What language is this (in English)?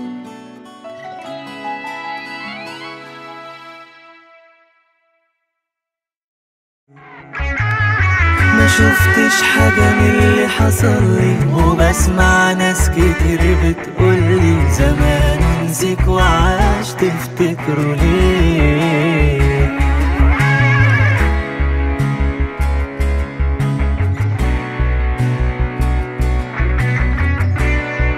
Egyptian Arabic